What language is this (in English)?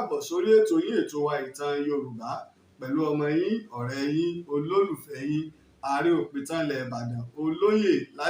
Yoruba